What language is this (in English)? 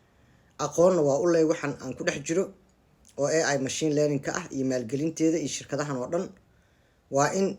Somali